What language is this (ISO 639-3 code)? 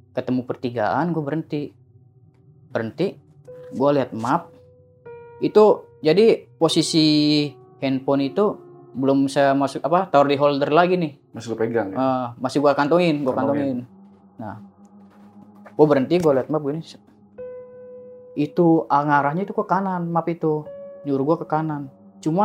ind